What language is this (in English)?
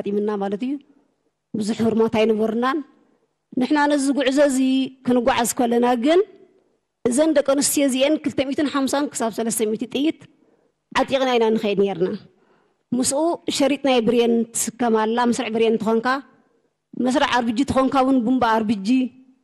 Tigrinya